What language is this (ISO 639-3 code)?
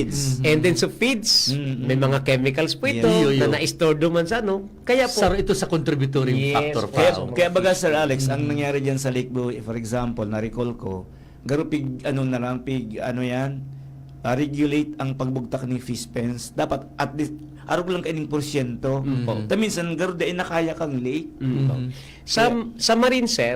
bik